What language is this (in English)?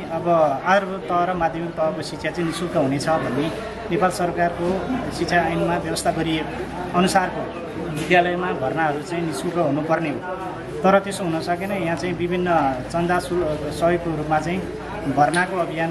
Nepali